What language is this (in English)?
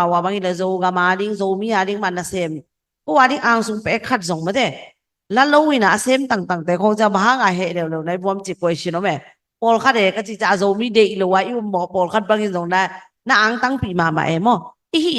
Tedim Chin